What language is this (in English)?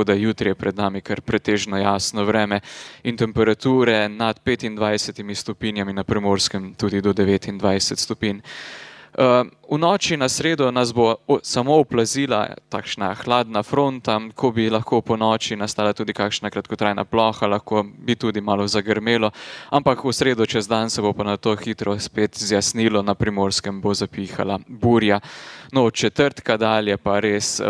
Slovenian